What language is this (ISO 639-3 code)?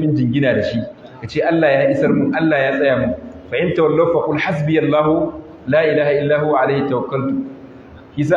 hau